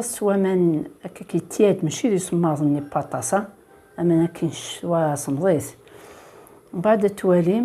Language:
Kabyle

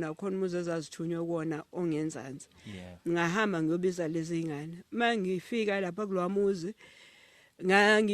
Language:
Zulu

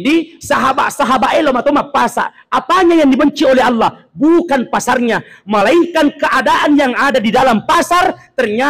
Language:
Buginese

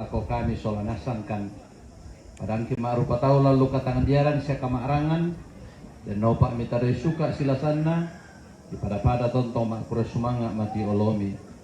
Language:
Toraja-Sa'dan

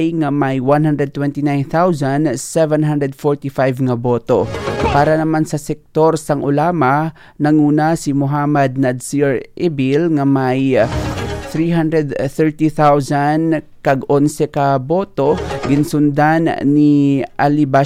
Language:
Hiligaynon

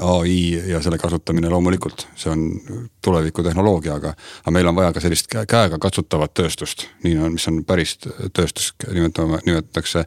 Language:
Estonian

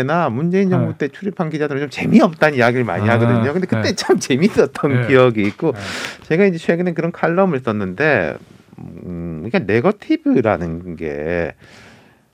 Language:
Korean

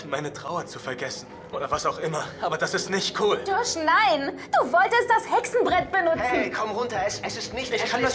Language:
Swiss German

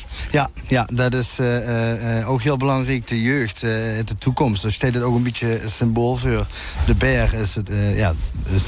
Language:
Limburgish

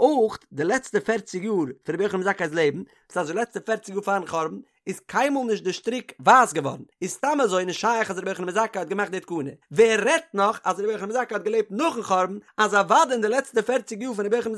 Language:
Yiddish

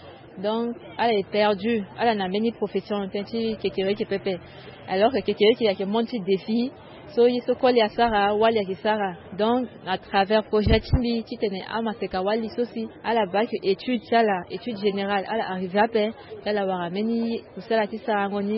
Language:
Sango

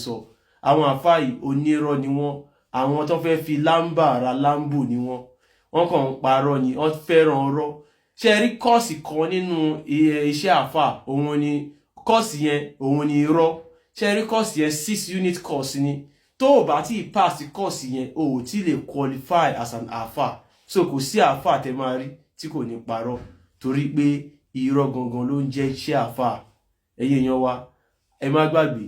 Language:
Yoruba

